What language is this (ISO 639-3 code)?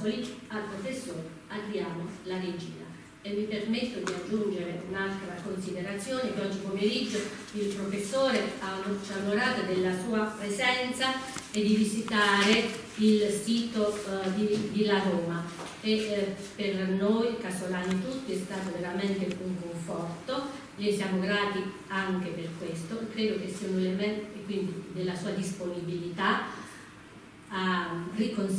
ita